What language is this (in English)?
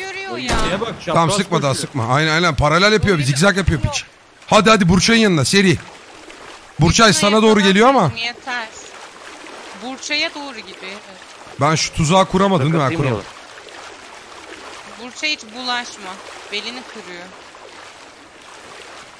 Turkish